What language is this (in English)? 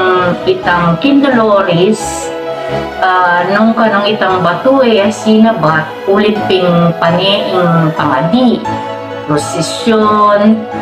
Pampanga